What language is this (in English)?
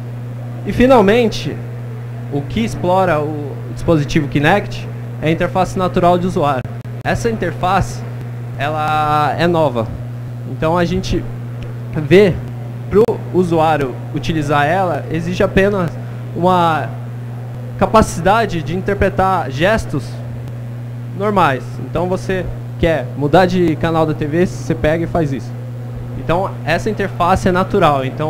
Portuguese